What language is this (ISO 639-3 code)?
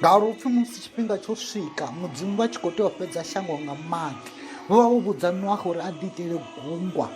ven